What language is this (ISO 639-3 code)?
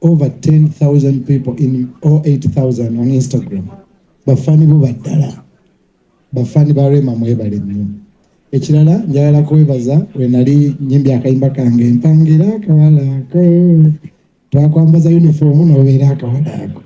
lug